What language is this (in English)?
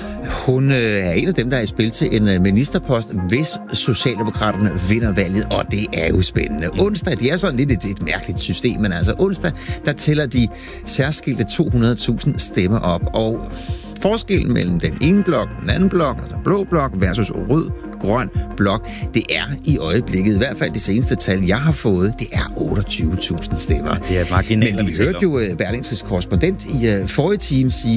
Danish